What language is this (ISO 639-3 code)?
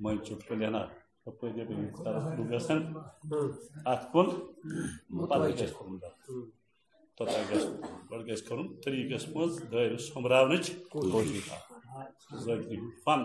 kas